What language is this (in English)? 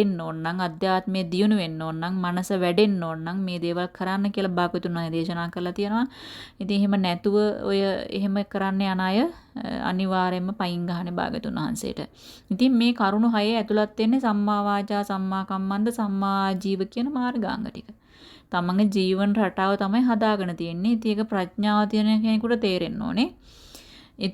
Sinhala